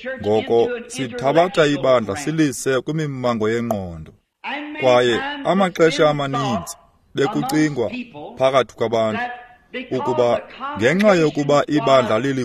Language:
Xhosa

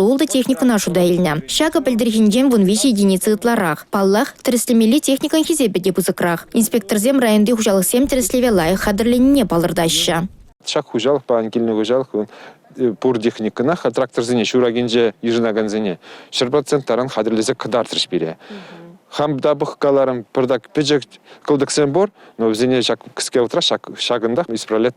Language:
Chuvash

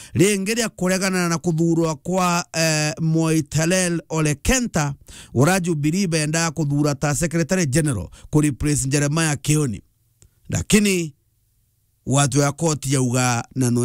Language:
Meru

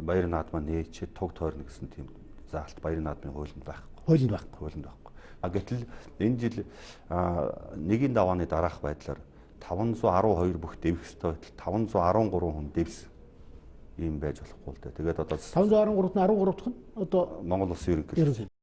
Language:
Mongolian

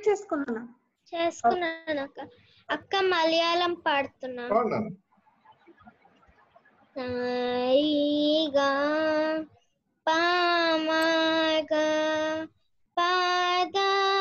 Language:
Telugu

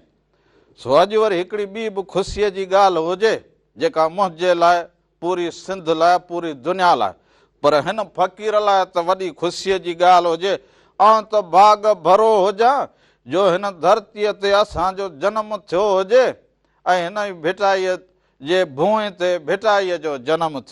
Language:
Sindhi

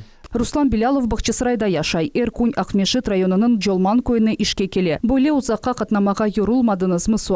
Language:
Crimean Tatar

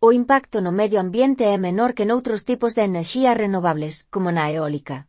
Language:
Galician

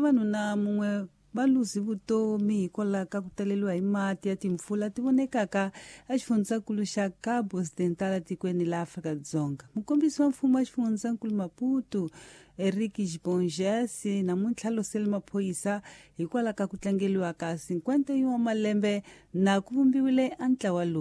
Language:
Tsonga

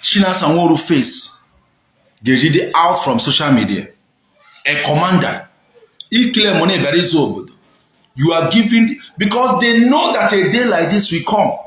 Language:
Igbo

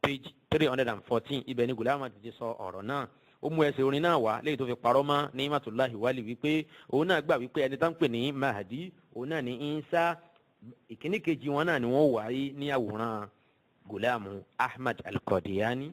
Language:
Yoruba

